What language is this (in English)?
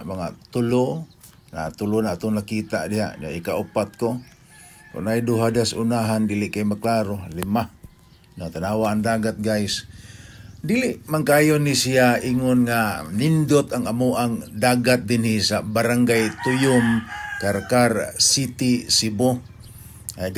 Cebuano